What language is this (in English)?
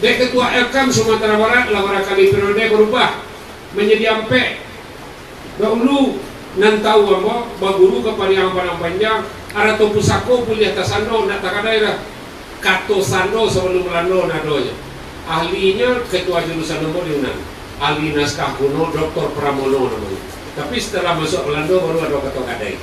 Minangkabau